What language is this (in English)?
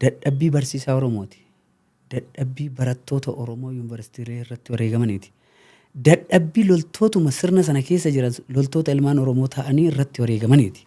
Oromo